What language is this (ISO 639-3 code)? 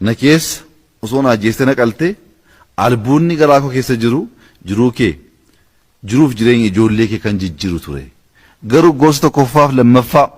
orm